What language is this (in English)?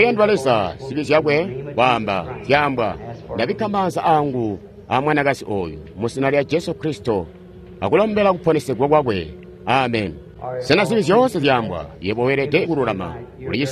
Tonga (Zambia)